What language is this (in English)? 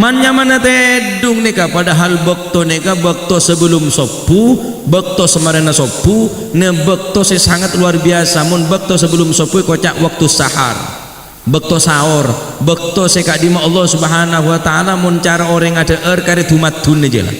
Madurese